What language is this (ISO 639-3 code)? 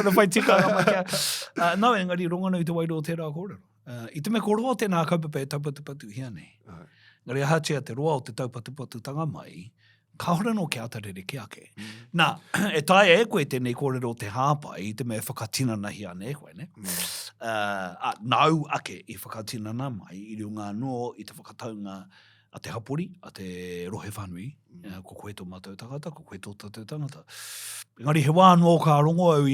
mri